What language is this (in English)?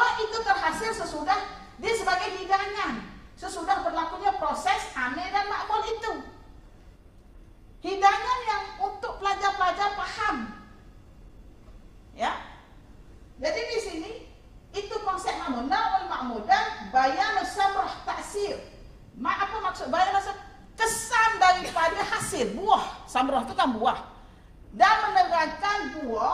Malay